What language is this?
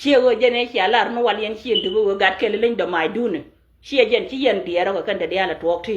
Nuer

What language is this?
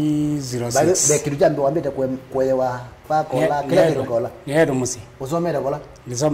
Kamba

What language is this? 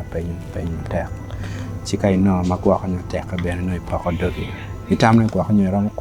Acoli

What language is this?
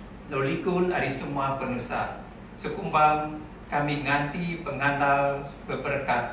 Iban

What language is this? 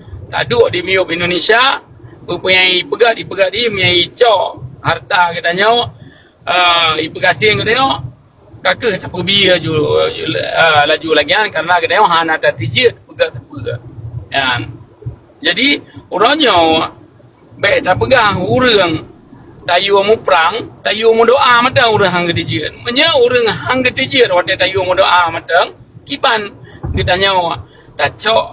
Achinese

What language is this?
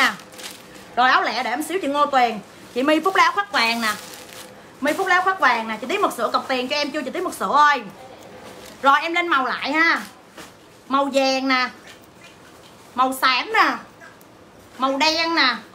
Vietnamese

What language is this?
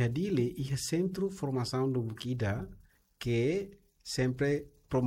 Tetum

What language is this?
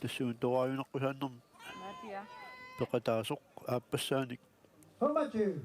Kalaallisut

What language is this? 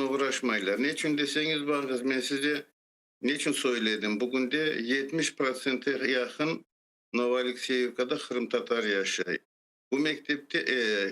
Crimean Tatar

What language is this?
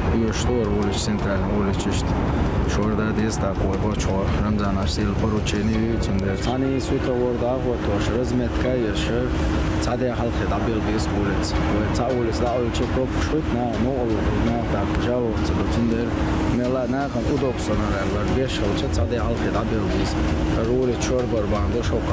Chechen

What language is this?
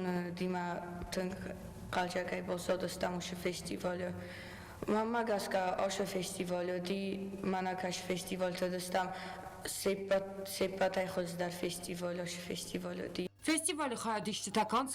Ossetic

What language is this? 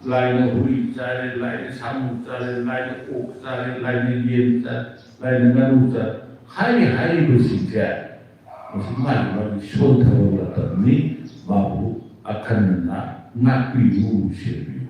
Manipuri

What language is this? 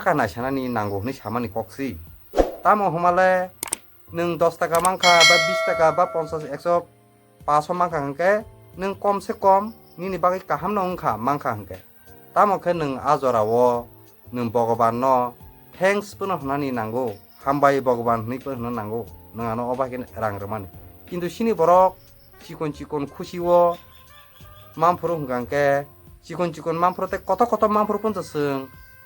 Kok Borok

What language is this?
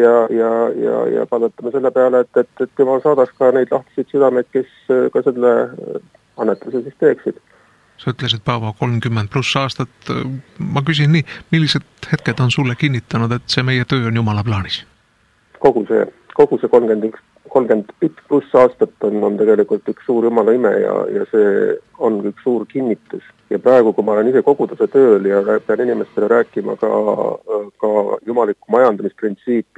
Estonian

